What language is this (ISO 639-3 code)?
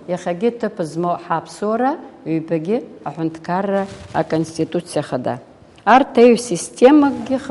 abk